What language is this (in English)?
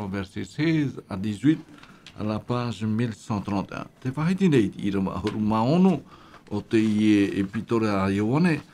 Tahitian